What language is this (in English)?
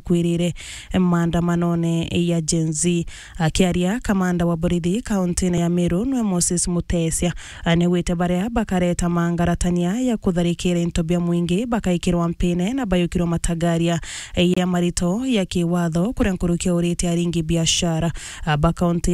Meru